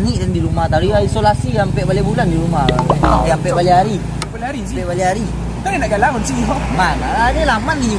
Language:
Minangkabau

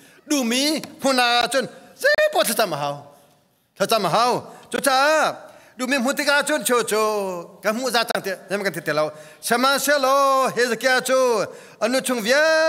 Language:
Hakha Chin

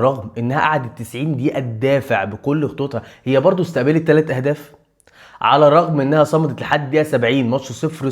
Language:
Egyptian Arabic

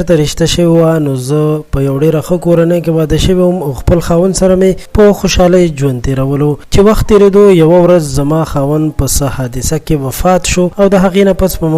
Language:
Pashto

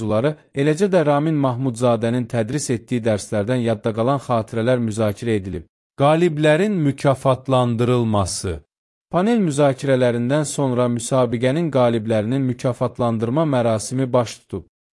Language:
Azerbaijani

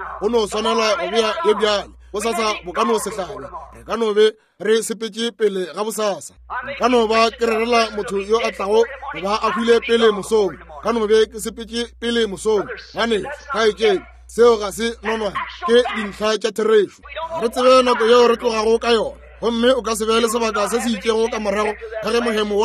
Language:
Northern Sotho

